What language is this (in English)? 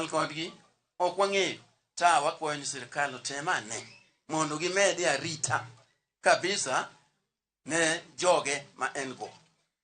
Luo (Kenya and Tanzania)